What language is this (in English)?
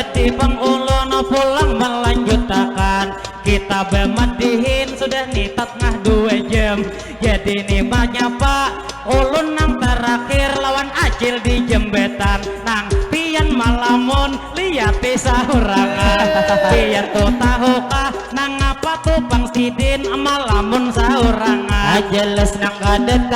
Banjar